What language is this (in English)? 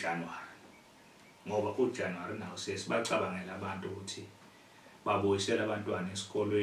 Zulu